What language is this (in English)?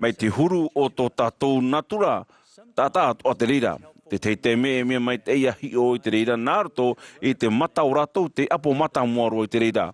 Tahitian